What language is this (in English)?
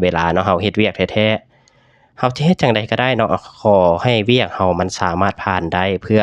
Lao